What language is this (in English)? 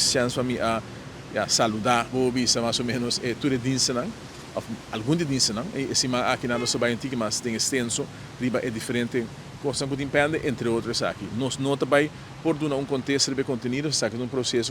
Papiamento